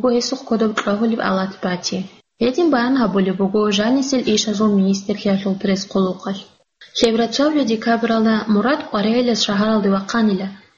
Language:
Avaric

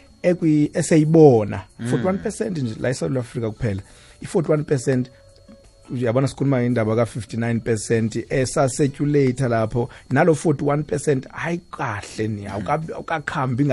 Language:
South Ndebele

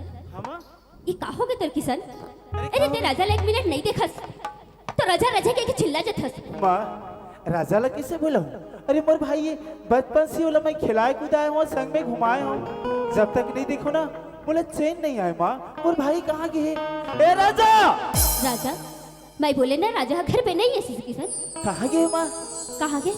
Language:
Chhattisgarhi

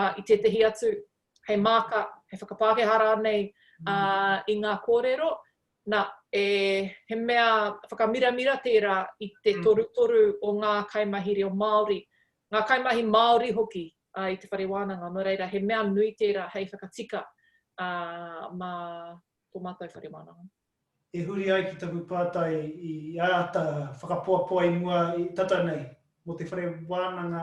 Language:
Māori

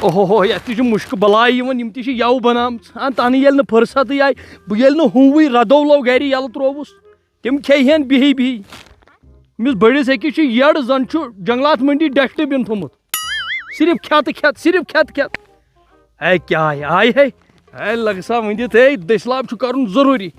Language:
Kashmiri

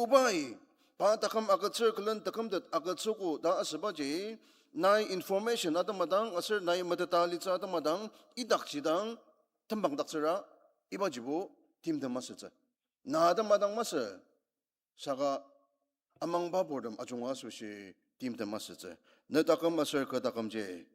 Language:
Ao Naga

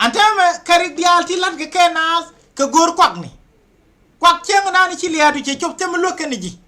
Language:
Nuer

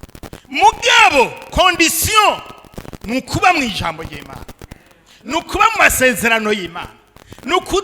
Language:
Rundi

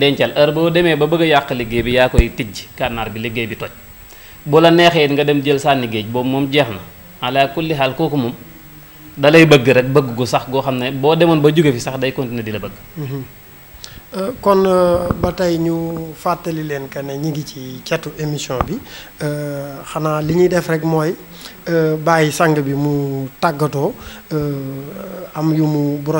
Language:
Wolof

